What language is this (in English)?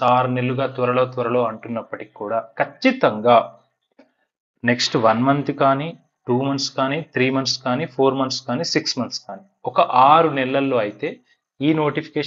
Telugu